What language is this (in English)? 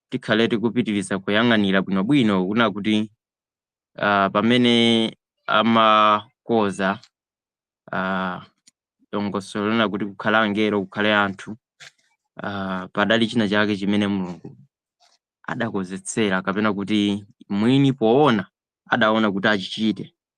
Nyanja